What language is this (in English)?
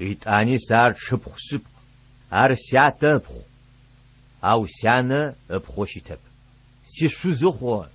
Adyghe